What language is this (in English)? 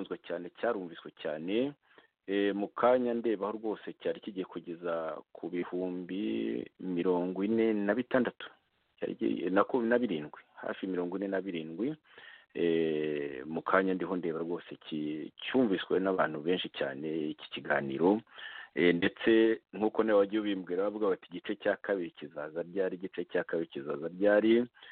Kinyarwanda